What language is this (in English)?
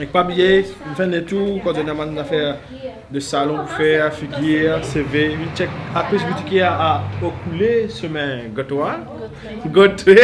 Morisyen